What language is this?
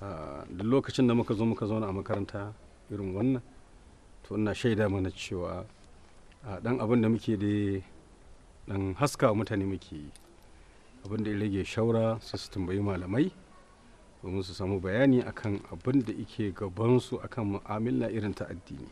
Hausa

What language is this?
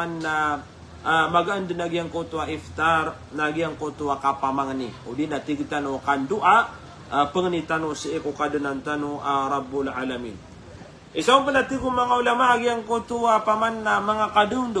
Maranao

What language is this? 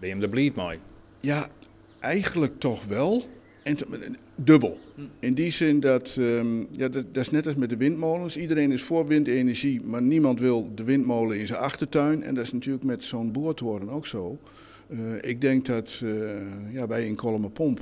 Western Frisian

